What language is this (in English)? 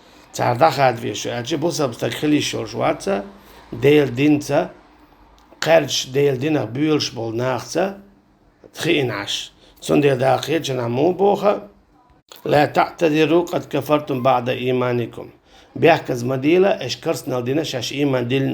Chechen